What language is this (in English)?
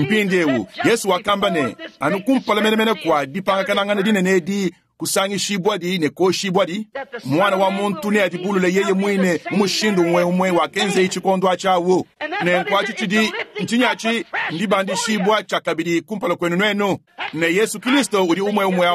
Luba-Lulua